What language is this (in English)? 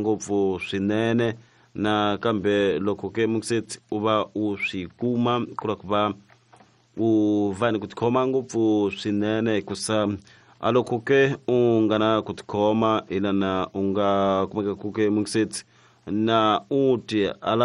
Tsonga